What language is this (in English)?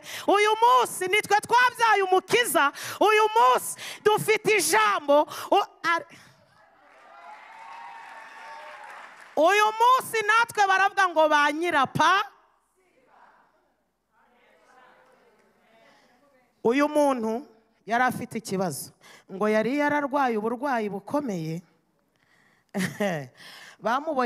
Kinyarwanda